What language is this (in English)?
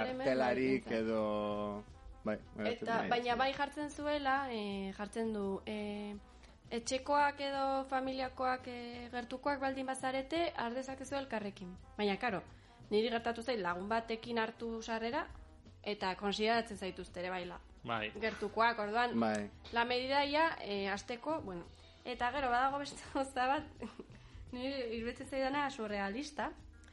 Basque